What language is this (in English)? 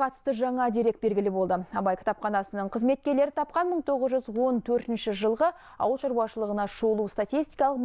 Kazakh